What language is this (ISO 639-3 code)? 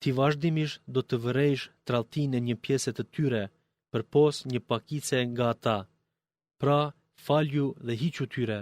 sqi